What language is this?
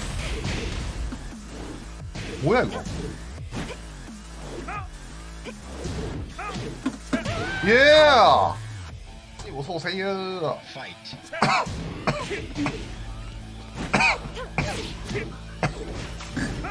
Korean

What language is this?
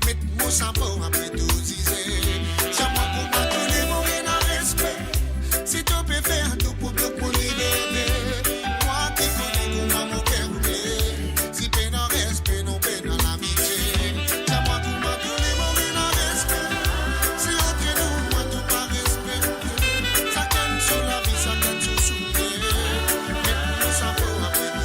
Morisyen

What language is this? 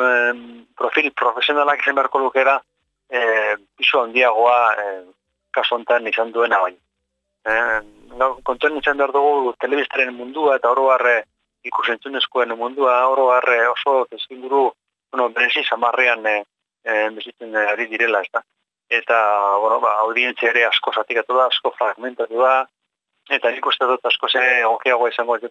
Basque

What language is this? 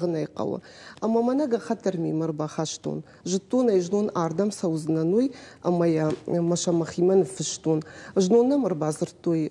Ossetic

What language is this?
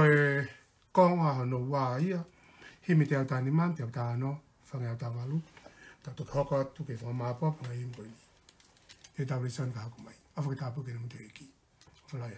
Tongan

